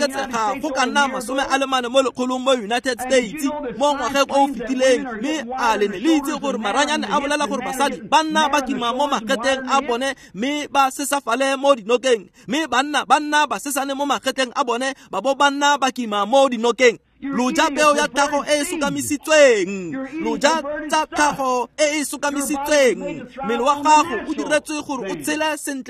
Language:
Tswana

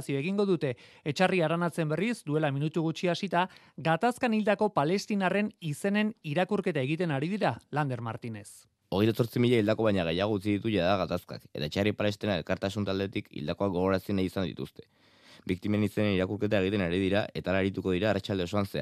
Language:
Basque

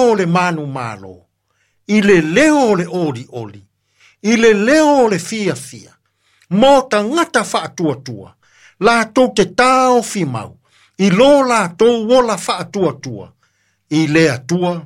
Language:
Samoan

